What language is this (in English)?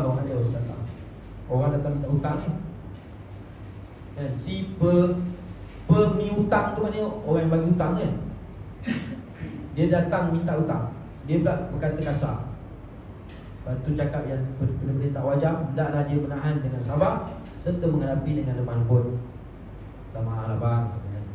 Malay